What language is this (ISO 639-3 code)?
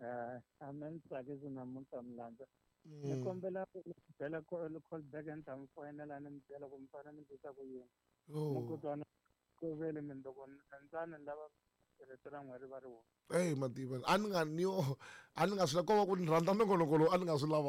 tso